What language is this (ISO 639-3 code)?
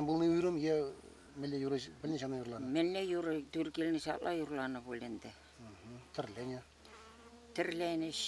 chv